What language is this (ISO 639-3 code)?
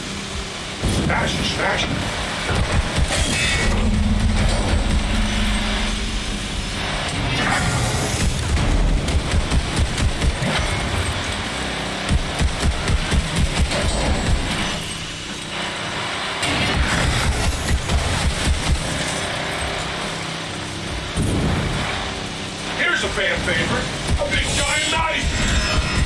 eng